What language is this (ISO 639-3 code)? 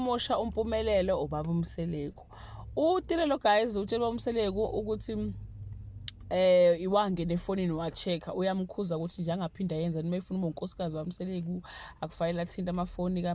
zul